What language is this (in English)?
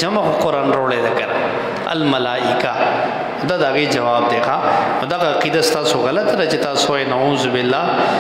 Pashto